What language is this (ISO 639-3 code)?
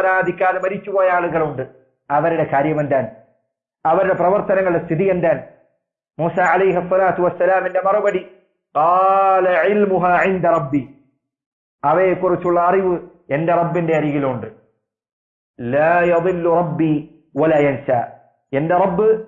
mal